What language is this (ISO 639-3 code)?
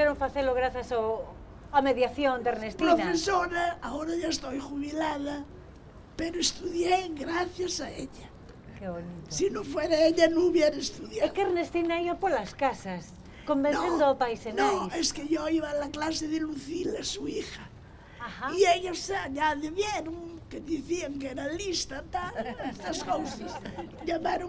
glg